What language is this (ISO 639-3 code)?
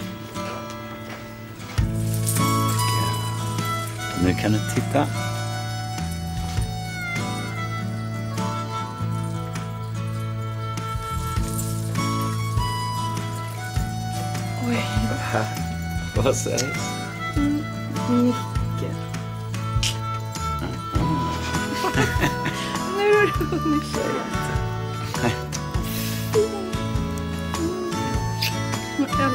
swe